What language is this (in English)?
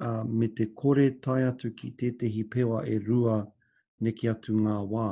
Māori